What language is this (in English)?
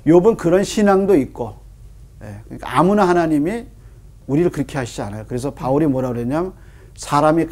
Korean